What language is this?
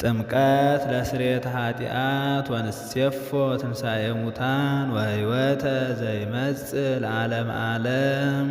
Geez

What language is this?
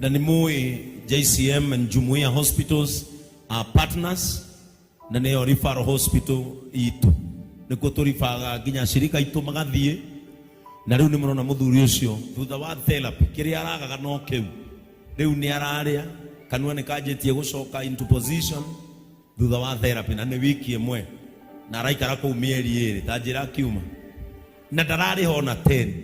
Kikuyu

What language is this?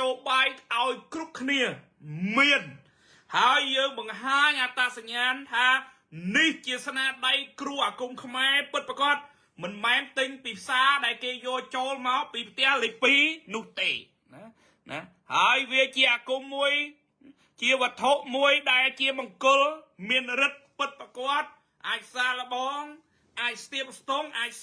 Khmer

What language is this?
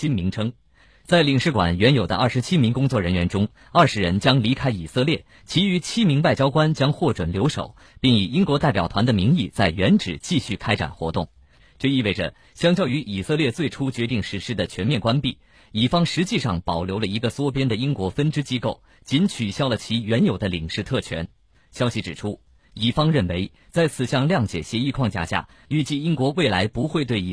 Chinese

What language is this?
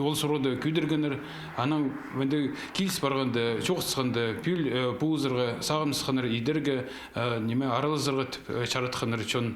Khakas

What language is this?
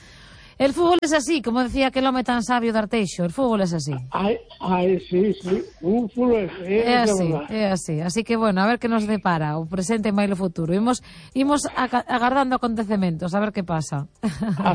Galician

